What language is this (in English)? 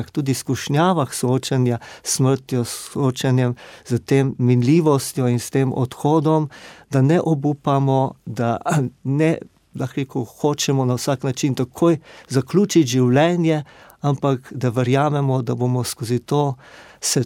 Slovenian